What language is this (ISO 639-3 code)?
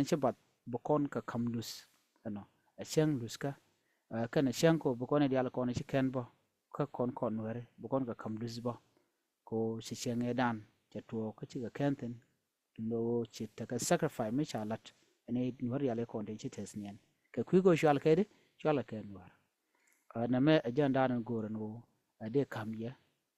nus